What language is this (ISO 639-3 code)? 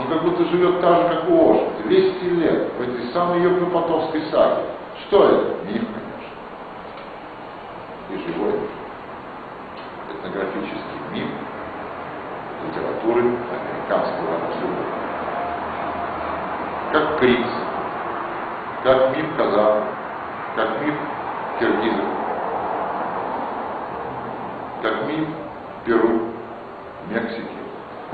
rus